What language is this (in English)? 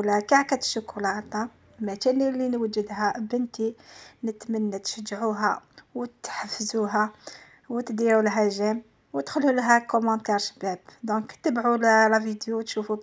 Algerian Arabic